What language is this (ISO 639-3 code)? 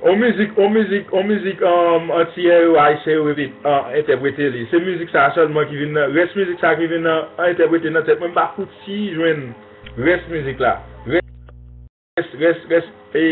hat